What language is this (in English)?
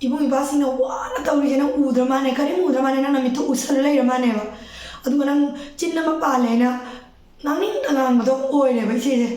Manipuri